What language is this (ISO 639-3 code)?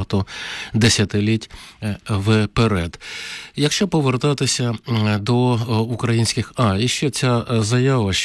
ukr